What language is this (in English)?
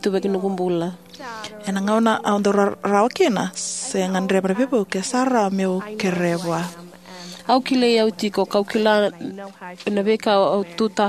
Fijian